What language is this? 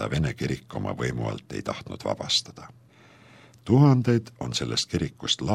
Estonian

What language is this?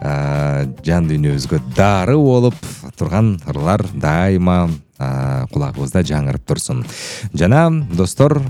Kyrgyz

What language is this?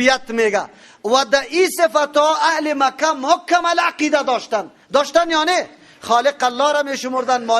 Persian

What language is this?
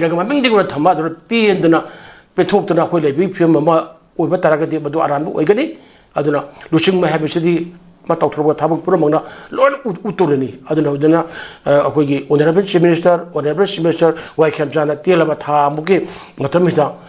Manipuri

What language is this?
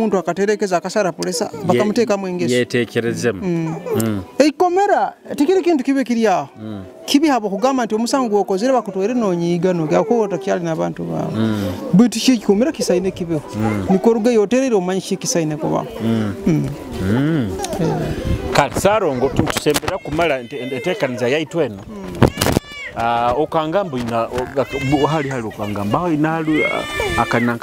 Nyoro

